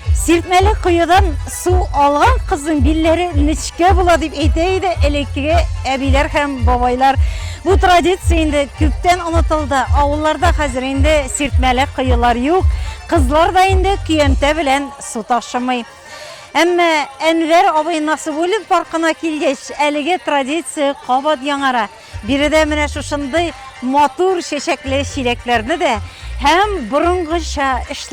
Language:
Tatar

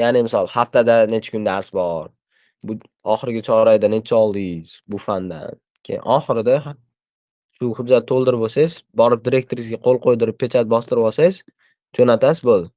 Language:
Uzbek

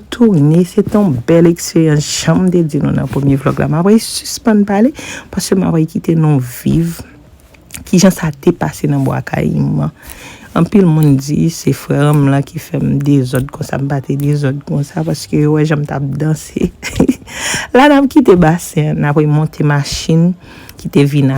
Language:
Haitian Creole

